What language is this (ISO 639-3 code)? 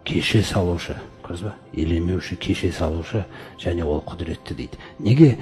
kaz